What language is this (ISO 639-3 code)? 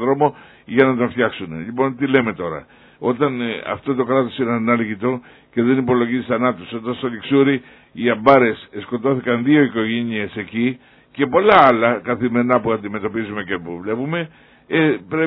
ell